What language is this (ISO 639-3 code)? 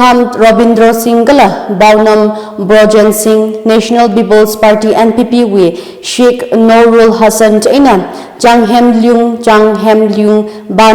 nmf